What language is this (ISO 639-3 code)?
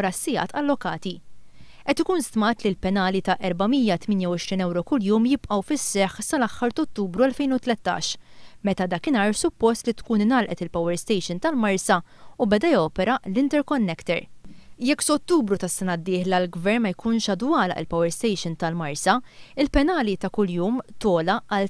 mlt